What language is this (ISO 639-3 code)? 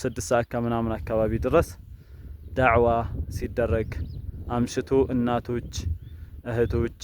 amh